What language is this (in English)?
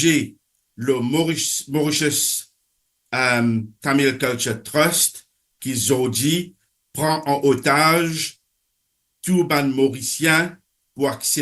Morisyen